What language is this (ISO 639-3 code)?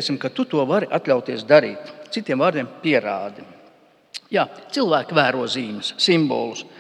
lav